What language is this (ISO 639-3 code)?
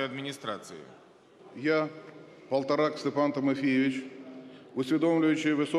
ukr